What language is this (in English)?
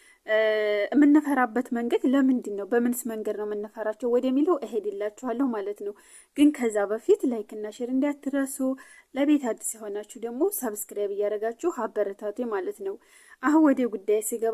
Amharic